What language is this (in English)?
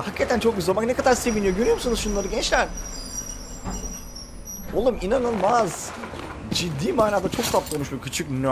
Turkish